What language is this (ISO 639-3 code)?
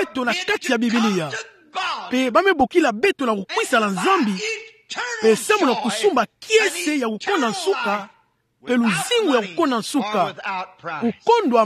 ktu